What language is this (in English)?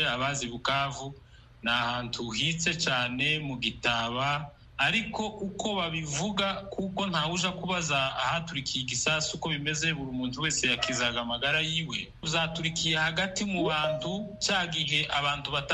Kinyarwanda